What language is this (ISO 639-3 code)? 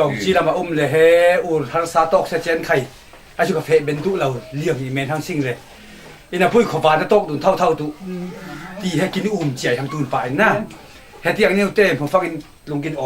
cfm